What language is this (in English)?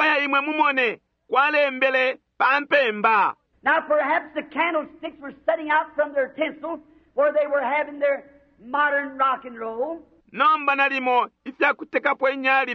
Bemba